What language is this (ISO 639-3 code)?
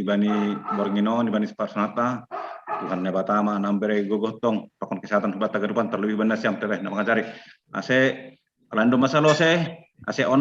bts